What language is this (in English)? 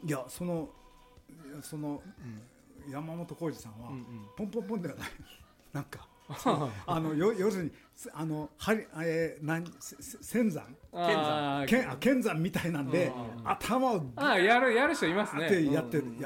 Japanese